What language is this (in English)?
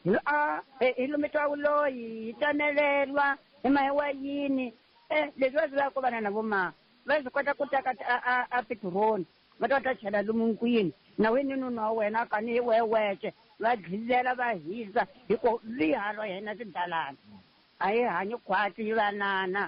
Tsonga